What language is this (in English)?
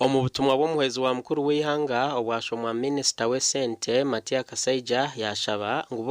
Nyankole